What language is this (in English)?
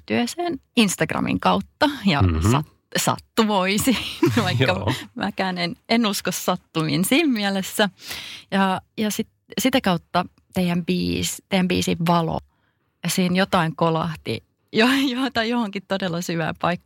Finnish